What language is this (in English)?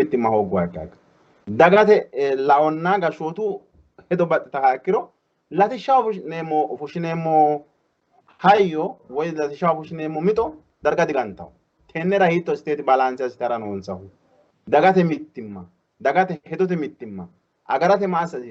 Sidamo